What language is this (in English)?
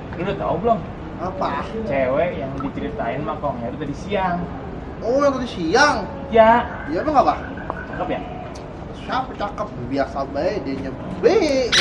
Betawi